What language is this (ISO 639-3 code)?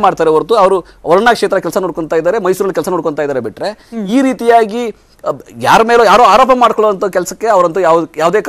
kan